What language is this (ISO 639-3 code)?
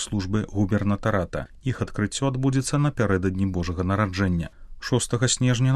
bel